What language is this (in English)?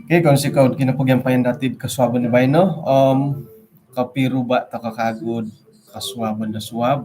Central Dusun